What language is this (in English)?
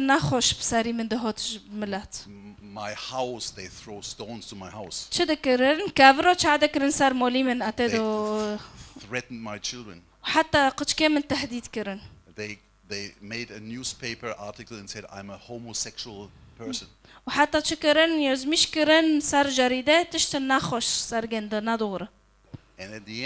Kurdish